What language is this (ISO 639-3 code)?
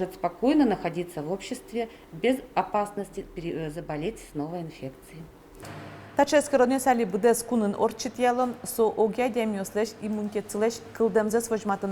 udm